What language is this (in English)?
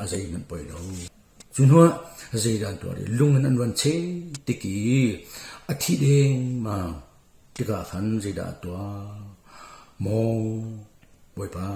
Hakha Chin